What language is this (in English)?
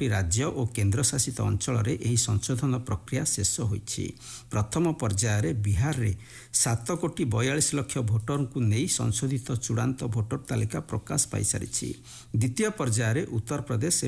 Odia